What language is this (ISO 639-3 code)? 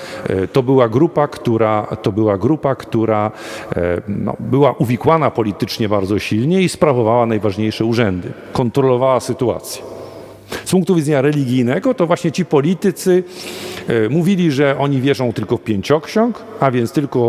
pol